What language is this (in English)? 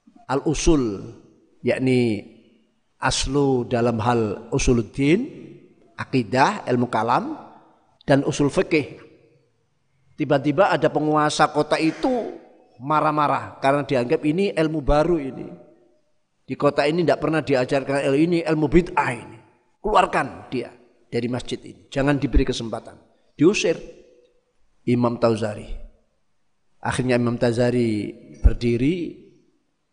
Indonesian